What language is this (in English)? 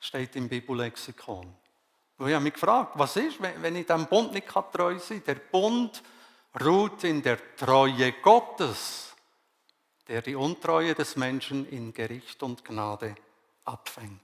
Swiss German